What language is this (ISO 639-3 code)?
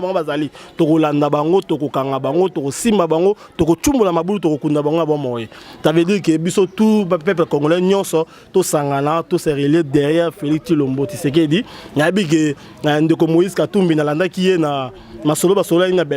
lin